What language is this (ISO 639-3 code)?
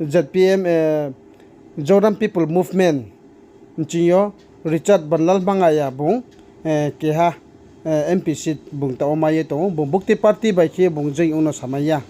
ria